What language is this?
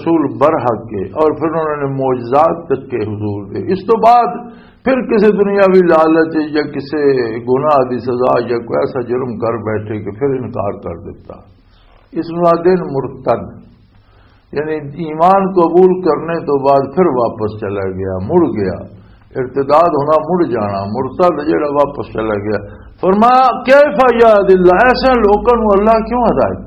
Western Panjabi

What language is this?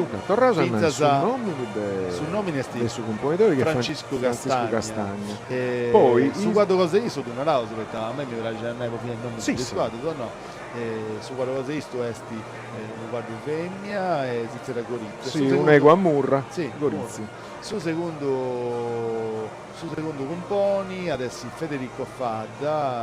Sardinian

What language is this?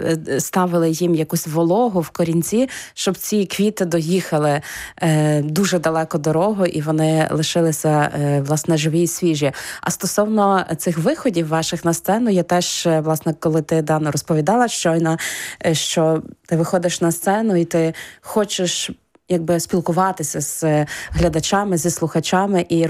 Ukrainian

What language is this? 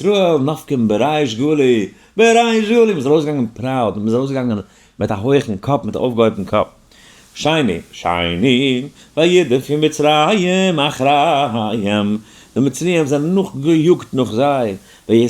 Yiddish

